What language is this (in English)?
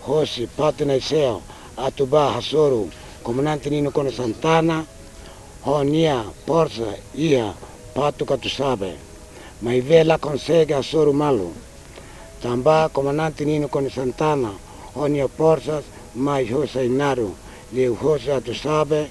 Tetum